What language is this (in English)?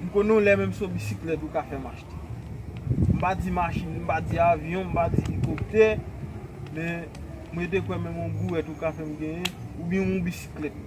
Haitian Creole